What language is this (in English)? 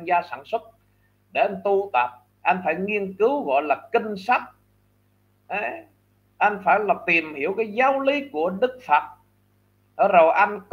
Vietnamese